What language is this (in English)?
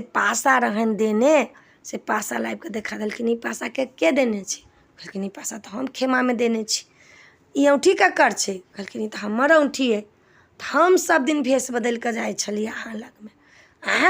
Maithili